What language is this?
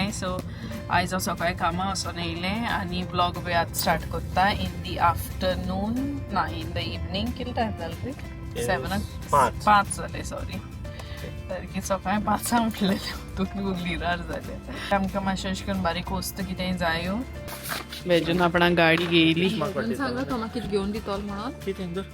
Konkani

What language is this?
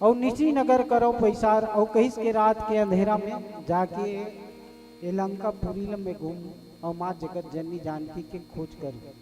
Chhattisgarhi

